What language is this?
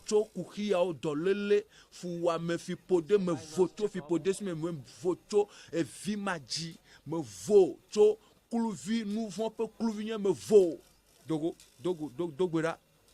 Ewe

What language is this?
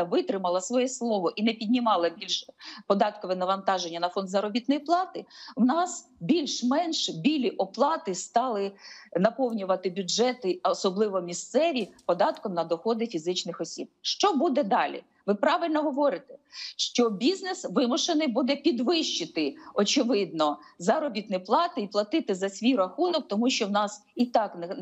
Ukrainian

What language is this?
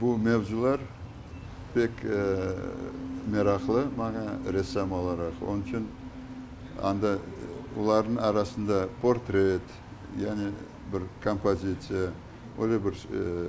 Crimean Tatar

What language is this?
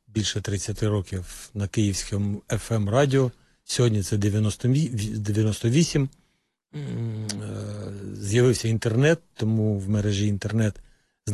Ukrainian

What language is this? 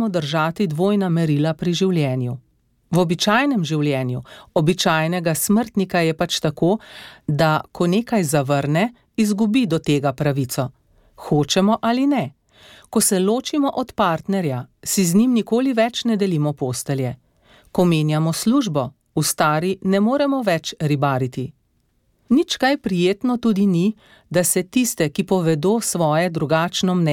Slovenian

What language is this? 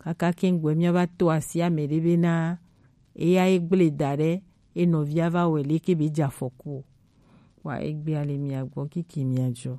Gen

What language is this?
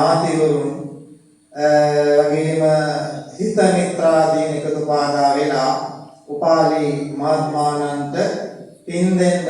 Sinhala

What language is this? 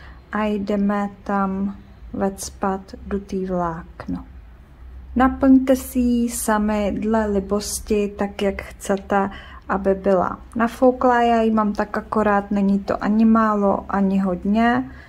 Czech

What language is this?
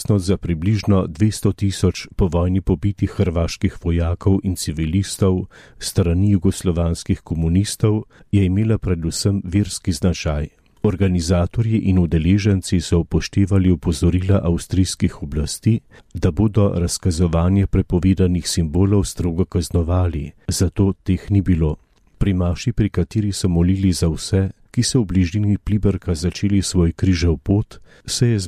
Slovenian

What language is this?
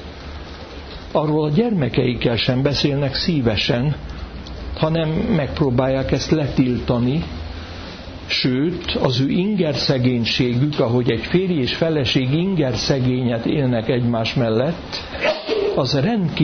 Hungarian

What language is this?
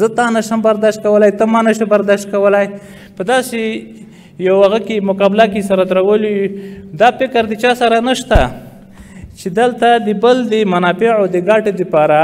Pashto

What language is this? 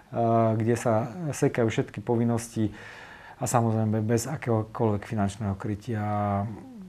Slovak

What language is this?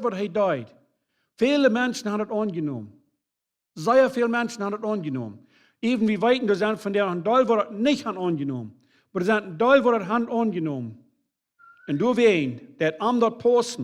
Plautdietsch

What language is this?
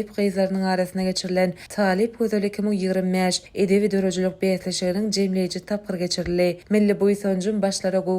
Turkmen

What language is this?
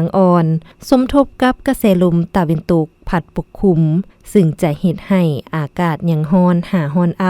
Lao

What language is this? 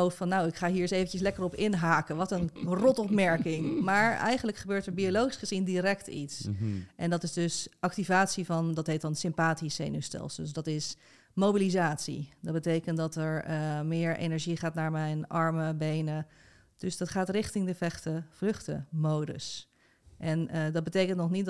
Dutch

